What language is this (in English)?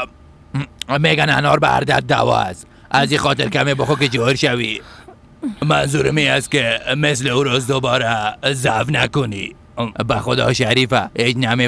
Persian